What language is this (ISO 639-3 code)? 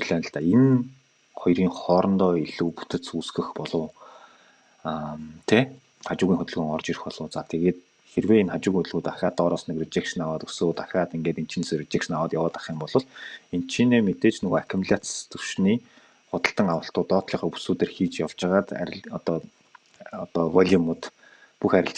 mon